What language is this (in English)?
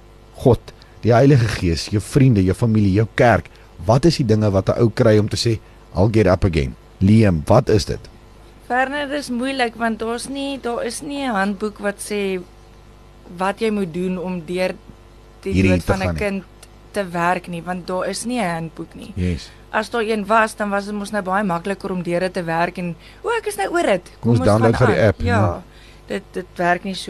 Afrikaans